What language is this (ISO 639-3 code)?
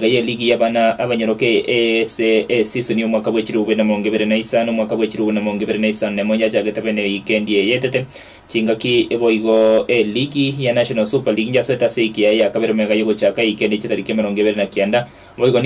guz